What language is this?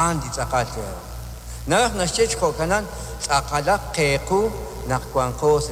Kekchí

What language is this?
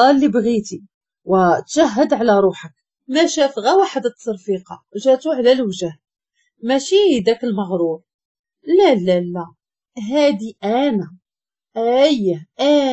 Moroccan Arabic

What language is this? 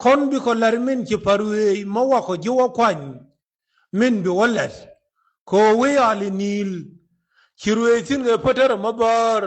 Nuer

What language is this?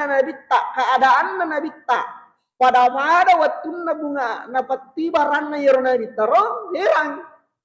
Buginese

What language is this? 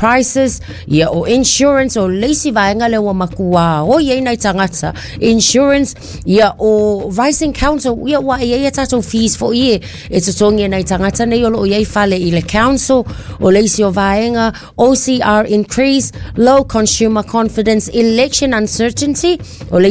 Samoan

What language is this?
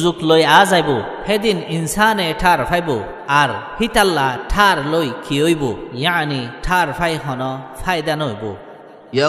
Rohingya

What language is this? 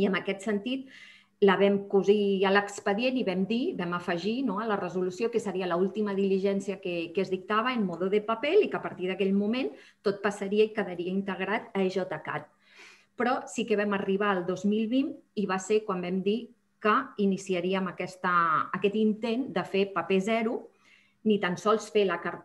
Catalan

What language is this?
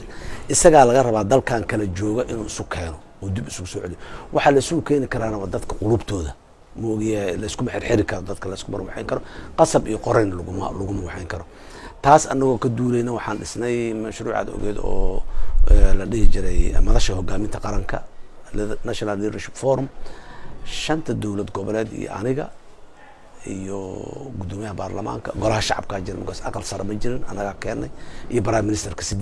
Somali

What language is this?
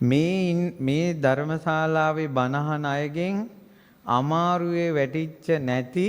Sinhala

